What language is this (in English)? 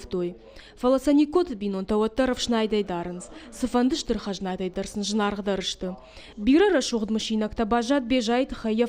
Ossetic